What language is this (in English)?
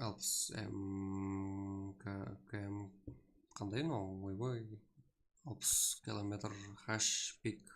Kara-Kalpak